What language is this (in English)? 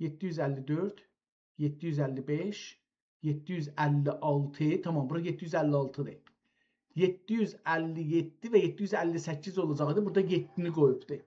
South Azerbaijani